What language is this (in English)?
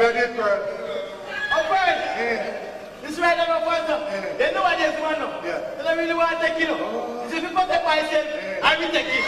Jamaican Creole English